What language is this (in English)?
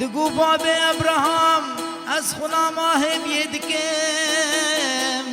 Kurdish